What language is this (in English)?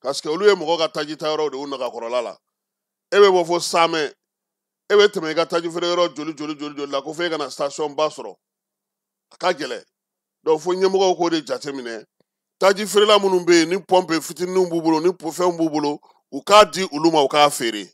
Bambara